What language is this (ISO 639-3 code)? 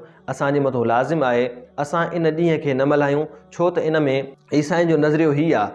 snd